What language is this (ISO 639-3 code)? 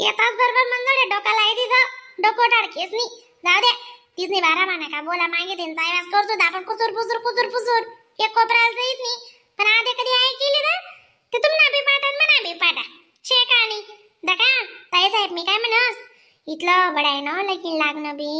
khn